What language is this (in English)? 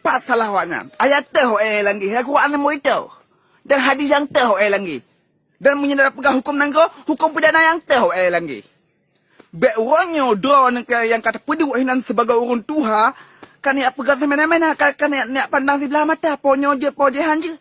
Achinese